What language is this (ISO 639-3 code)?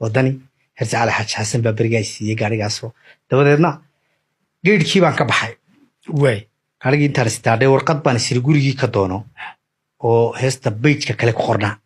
som